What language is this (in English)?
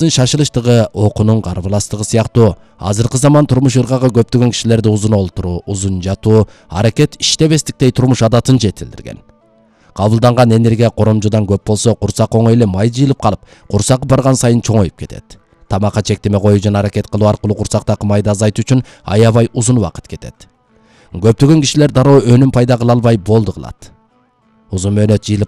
Kyrgyz